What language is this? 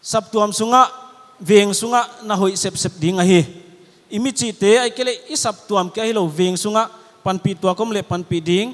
Paite Chin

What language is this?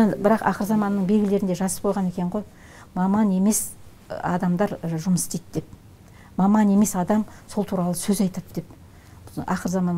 Kazakh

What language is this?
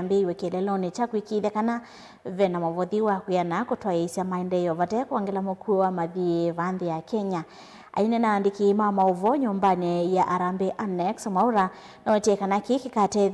Kamba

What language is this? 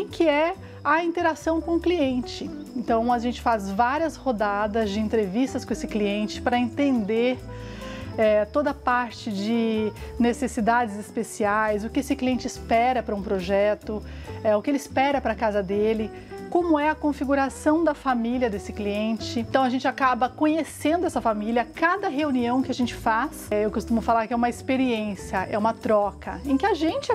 Portuguese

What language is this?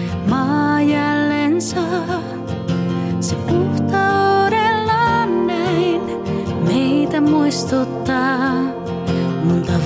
Finnish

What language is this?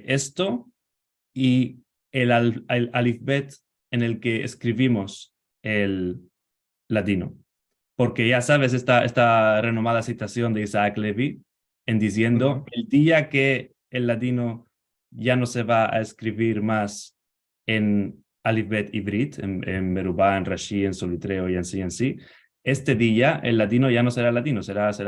Ladino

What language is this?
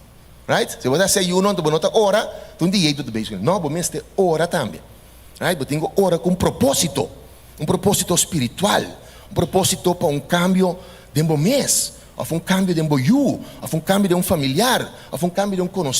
Papiamento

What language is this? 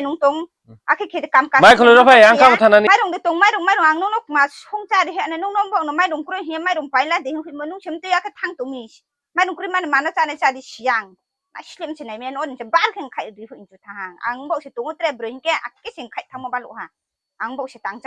Kok Borok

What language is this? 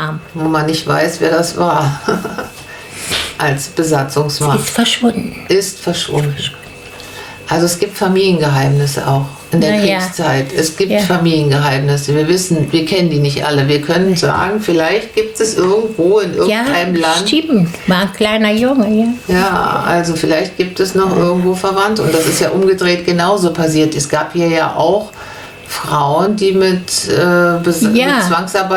German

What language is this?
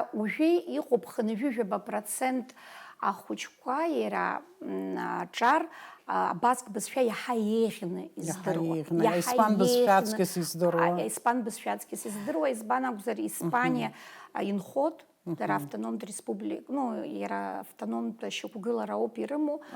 Abkhazian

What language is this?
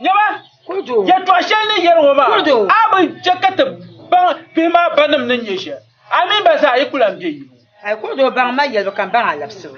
Dagbani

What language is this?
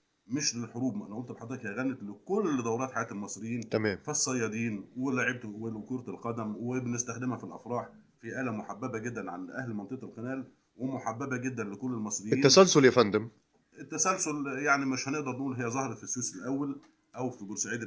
Egyptian Arabic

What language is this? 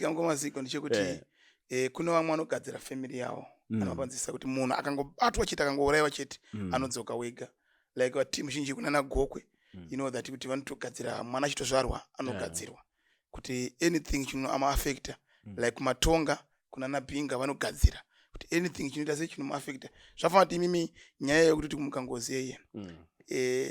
Shona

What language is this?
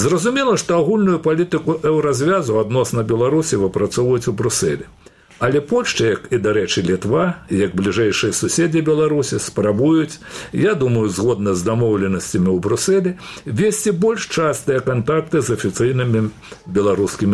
Belarusian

